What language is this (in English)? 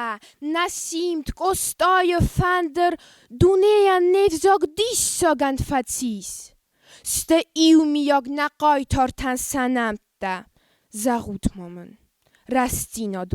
Ossetic